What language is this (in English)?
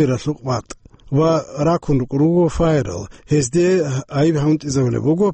Avaric